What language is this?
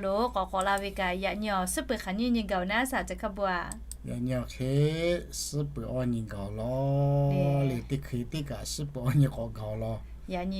Lahu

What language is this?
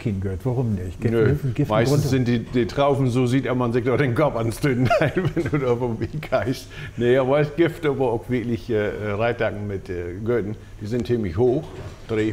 Low German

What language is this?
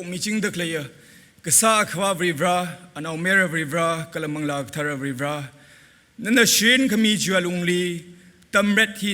Tangkhul Naga (India)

